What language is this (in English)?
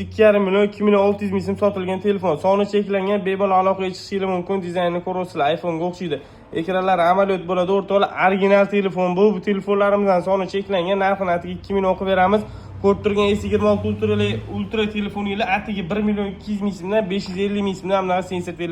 Uzbek